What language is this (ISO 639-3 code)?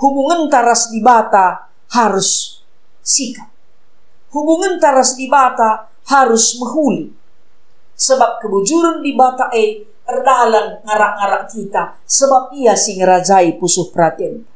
btx